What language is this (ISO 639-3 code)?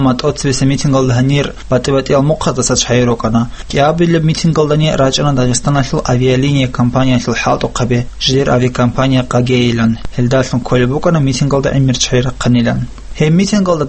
ava